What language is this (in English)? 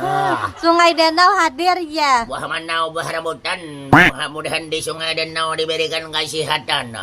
Banjar